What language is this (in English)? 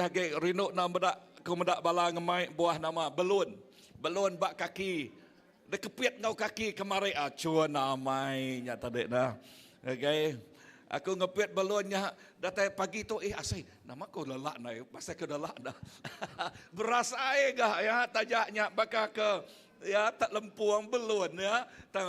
Iban